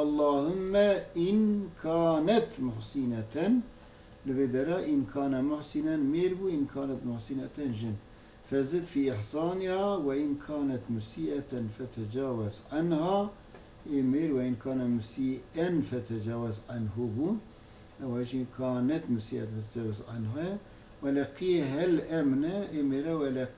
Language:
Kurdish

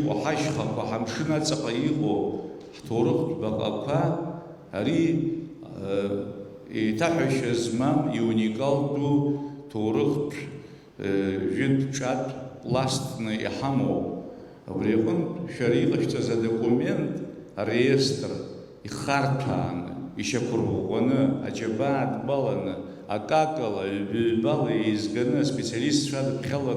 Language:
Abkhazian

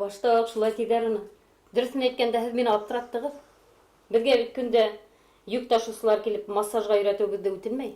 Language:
Bashkir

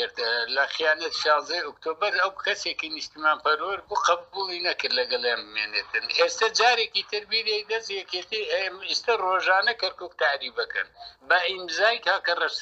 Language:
Central Kurdish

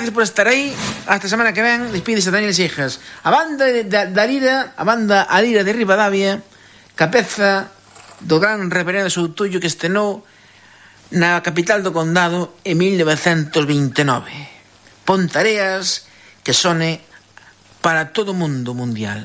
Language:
Galician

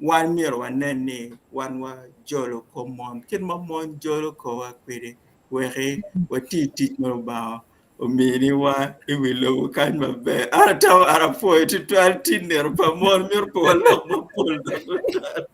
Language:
Acoli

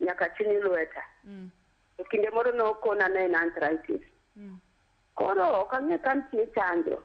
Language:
Luo (Kenya and Tanzania)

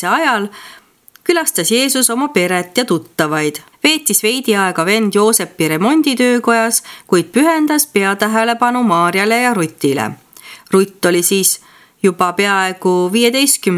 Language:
Estonian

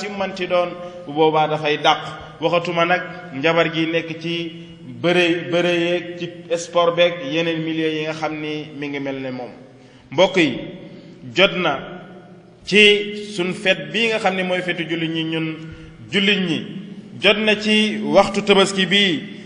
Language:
Wolof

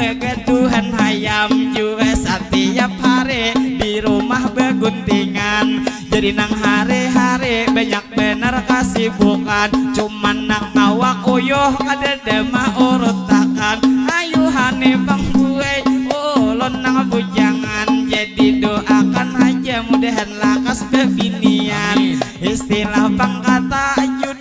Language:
Banjar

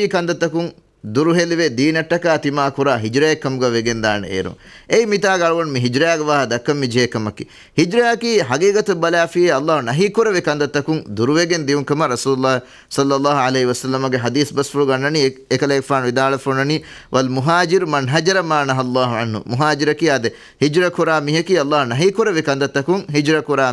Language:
Divehi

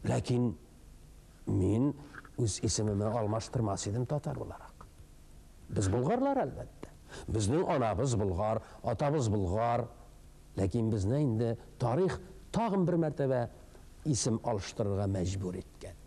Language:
Tatar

